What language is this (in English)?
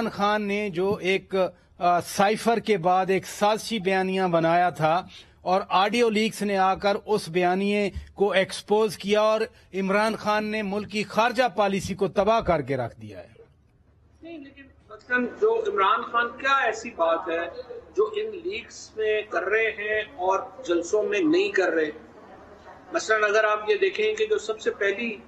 Urdu